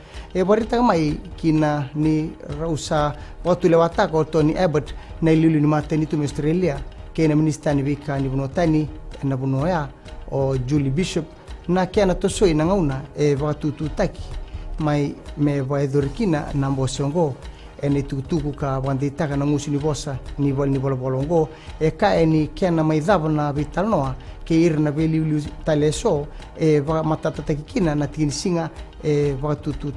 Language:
Fijian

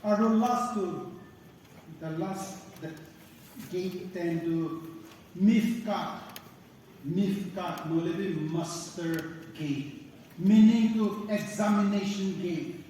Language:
Naga Pidgin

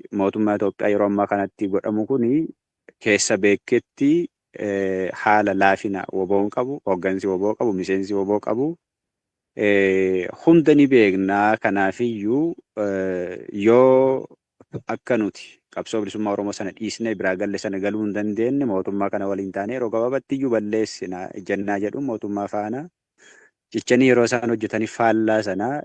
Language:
Oromo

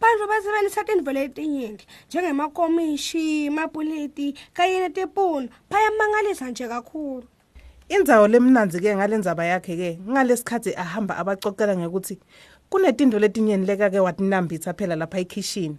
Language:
Swati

